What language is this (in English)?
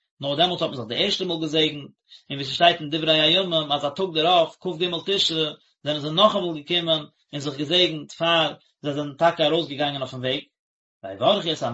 Yiddish